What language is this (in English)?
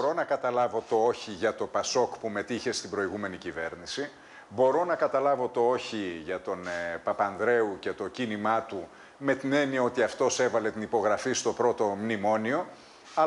Greek